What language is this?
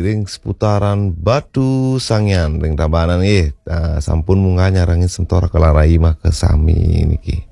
Balinese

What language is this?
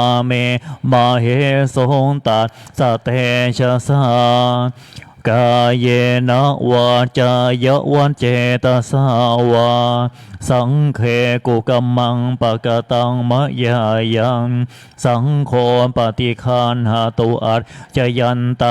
Pali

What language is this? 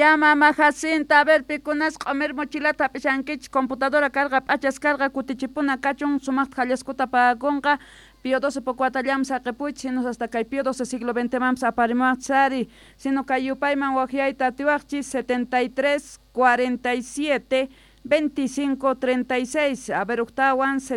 South Bolivian Quechua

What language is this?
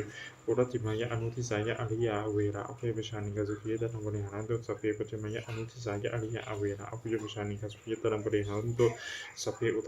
Pali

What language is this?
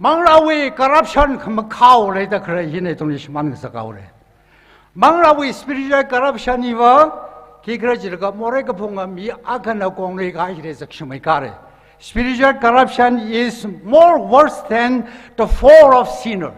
Tangkhul Naga (India)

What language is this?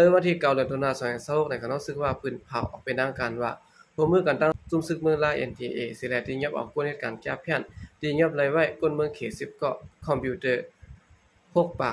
Shan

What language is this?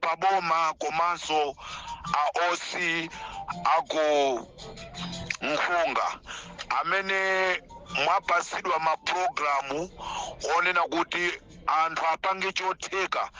Nyanja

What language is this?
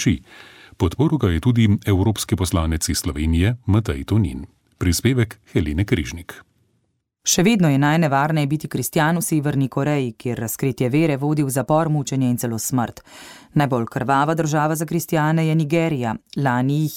Slovenian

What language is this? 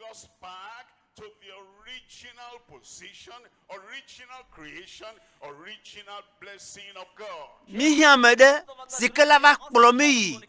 Ewe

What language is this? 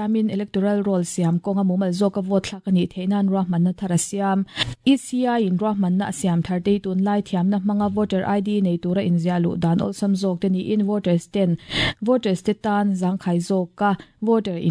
Mizo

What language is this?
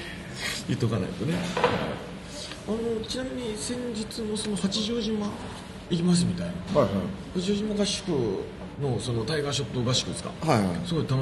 Japanese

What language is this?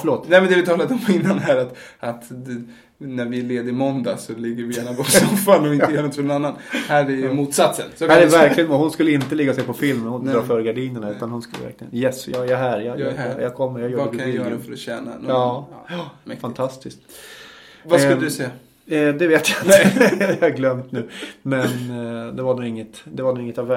Swedish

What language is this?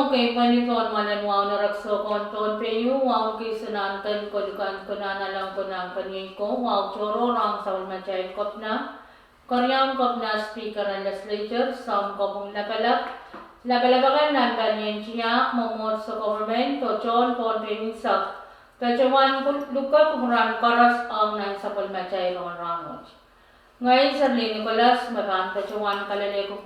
Pohnpeian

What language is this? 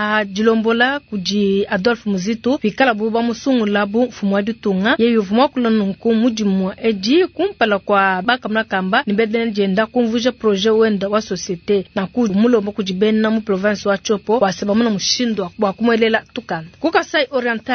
Luba-Lulua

